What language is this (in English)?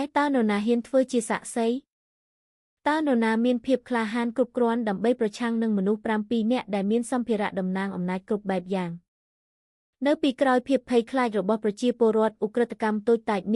Khmer